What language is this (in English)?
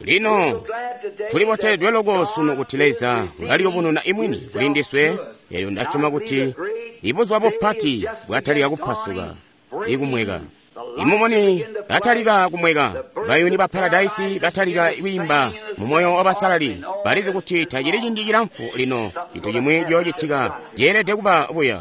Tonga (Zambia)